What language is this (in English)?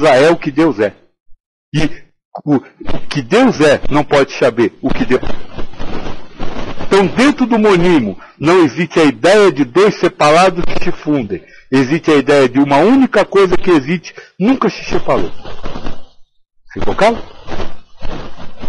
Portuguese